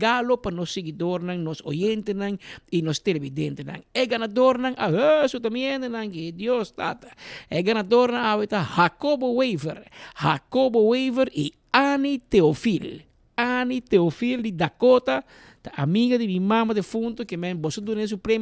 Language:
Papiamento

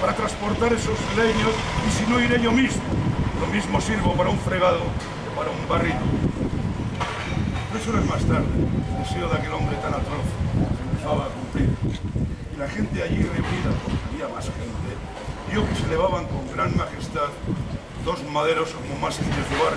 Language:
Spanish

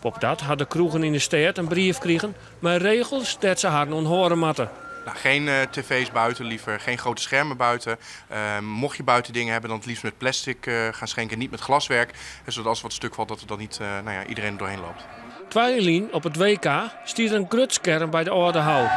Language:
Western Frisian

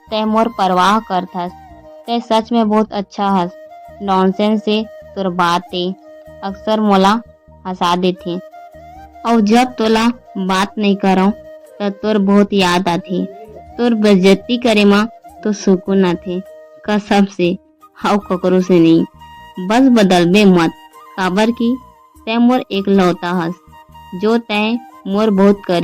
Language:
Chhattisgarhi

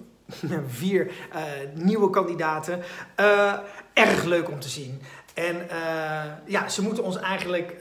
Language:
Dutch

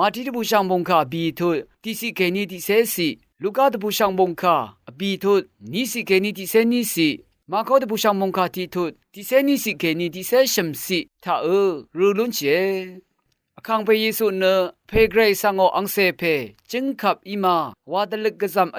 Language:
Rawang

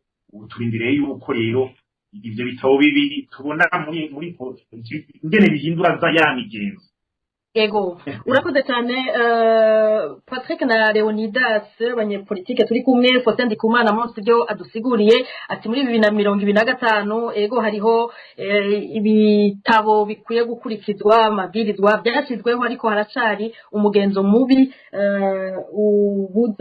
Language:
Rundi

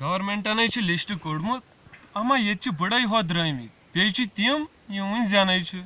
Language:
Kashmiri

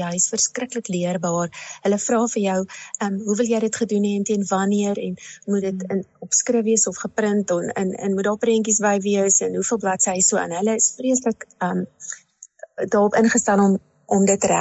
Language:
Afrikaans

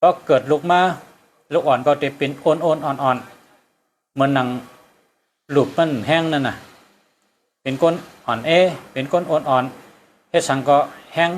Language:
Shan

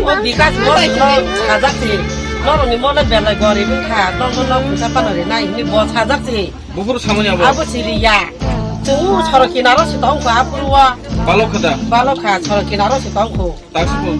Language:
Kok Borok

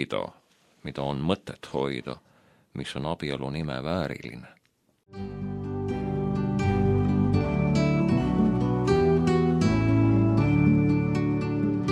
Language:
Estonian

